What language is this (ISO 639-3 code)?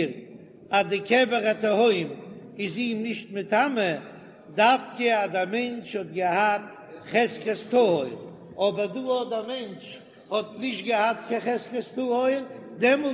yid